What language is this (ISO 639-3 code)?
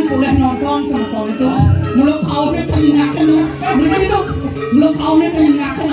ban